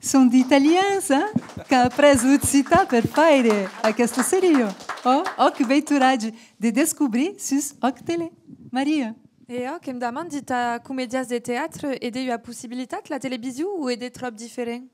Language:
Occitan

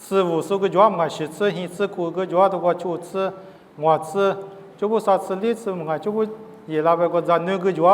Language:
Lisu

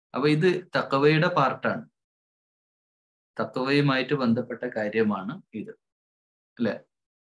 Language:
Malayalam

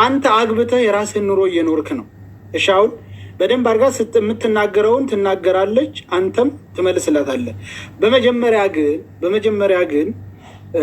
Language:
Amharic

